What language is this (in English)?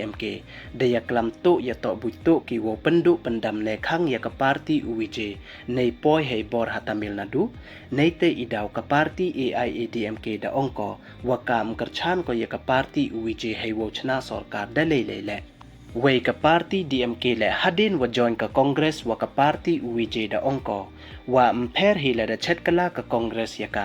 Pnar